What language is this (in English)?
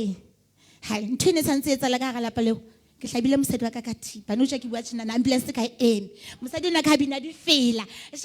Southern Sotho